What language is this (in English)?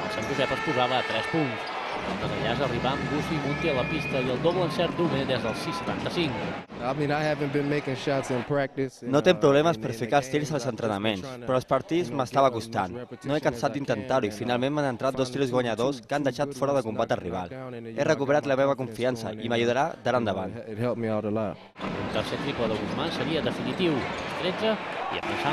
Catalan